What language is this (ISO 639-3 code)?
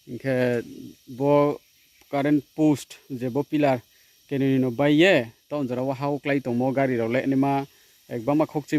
ria